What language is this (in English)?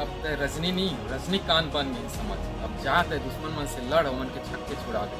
Chhattisgarhi